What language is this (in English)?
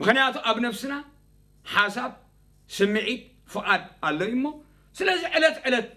Tigrinya